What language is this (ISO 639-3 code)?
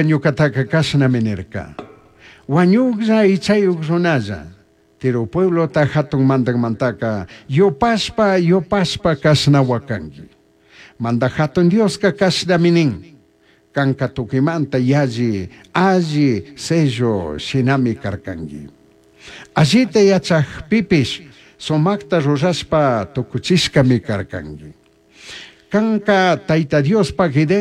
qug